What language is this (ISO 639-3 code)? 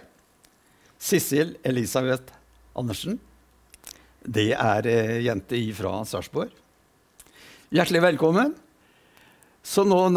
nor